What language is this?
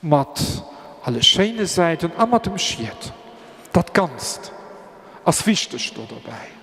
Luxembourgish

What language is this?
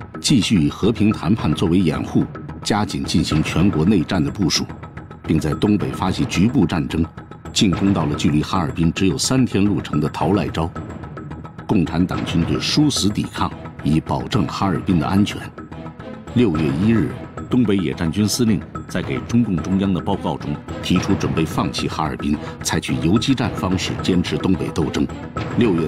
Chinese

